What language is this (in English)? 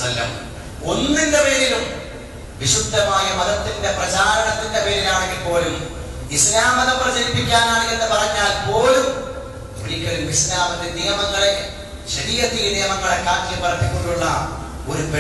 Malayalam